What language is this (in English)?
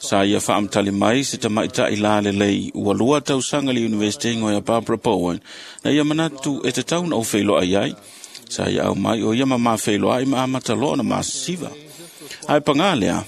Samoan